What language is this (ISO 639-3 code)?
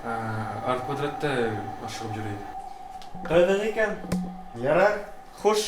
bak